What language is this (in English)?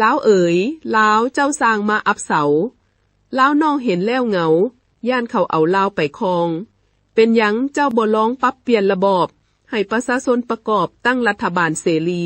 Lao